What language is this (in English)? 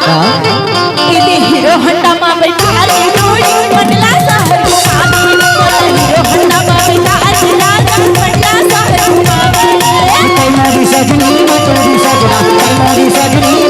Chhattisgarhi